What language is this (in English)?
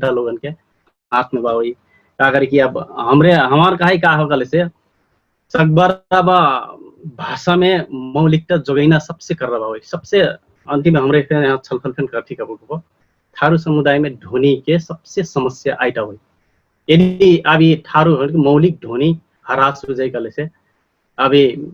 Dangaura Tharu